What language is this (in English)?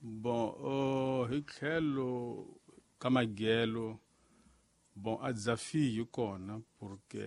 Tsonga